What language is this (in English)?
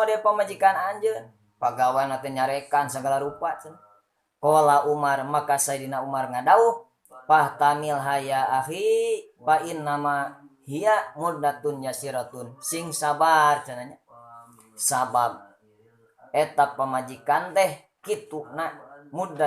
Sundanese